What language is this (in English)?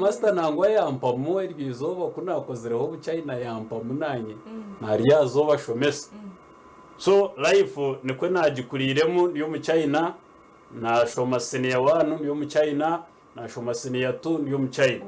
Nyankole